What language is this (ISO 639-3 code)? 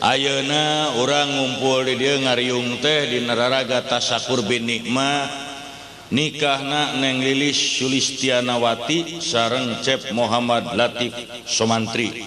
sun